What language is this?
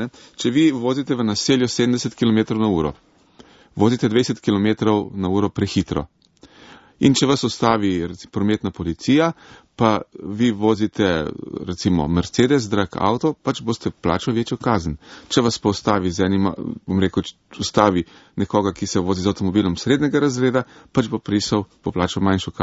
Slovenian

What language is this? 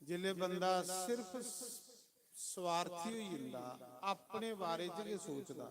Dogri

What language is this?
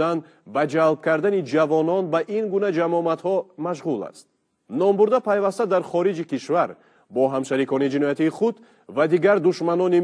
Tajik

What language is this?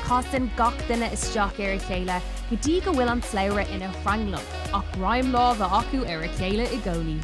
Irish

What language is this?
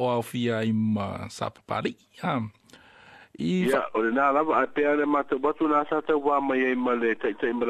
Samoan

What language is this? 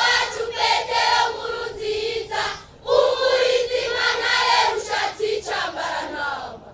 Rundi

